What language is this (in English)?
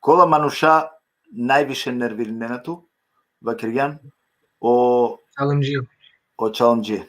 Balkan Romani